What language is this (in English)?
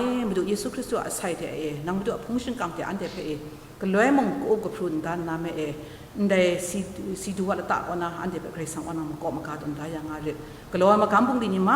Kachin